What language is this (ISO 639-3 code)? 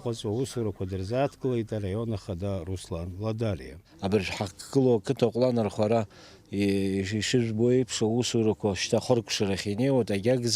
abk